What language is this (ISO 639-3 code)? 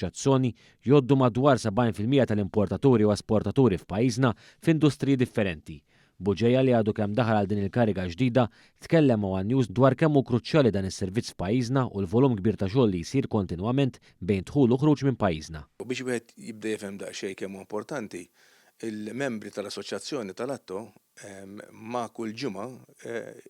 mlt